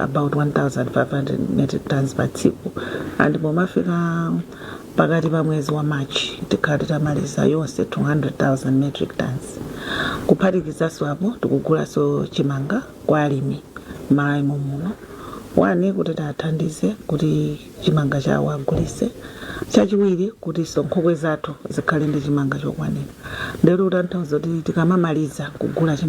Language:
Nyanja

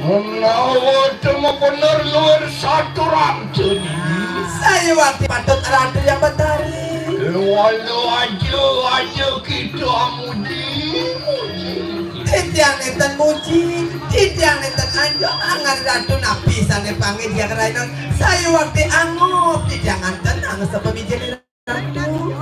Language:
Balinese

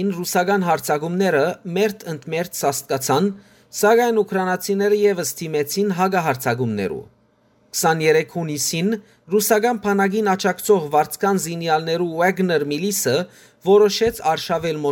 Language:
Western Armenian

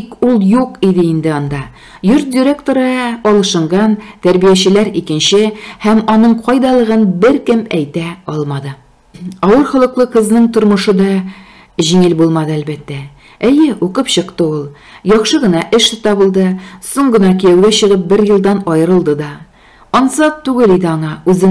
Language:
Tatar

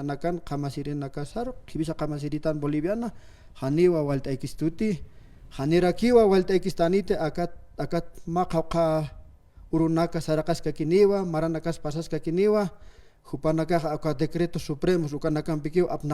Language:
Aymara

